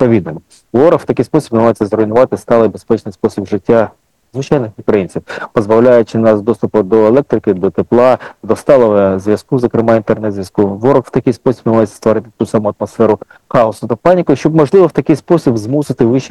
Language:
Ukrainian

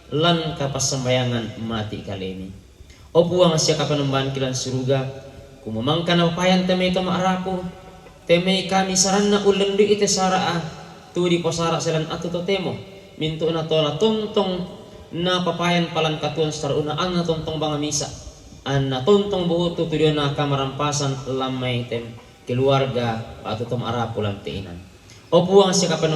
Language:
Toraja-Sa'dan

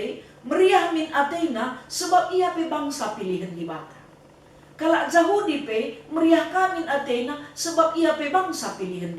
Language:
Batak Karo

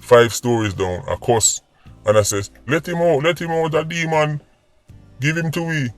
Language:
Jamaican Creole English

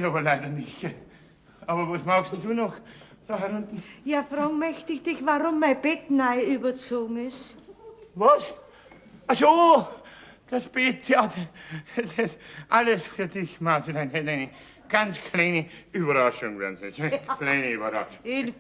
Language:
Bavarian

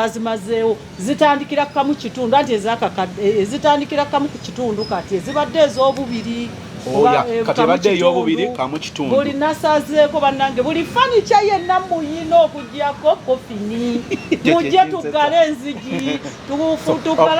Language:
Ganda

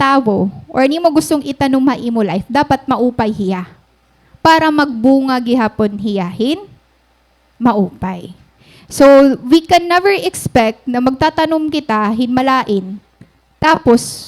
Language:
Waray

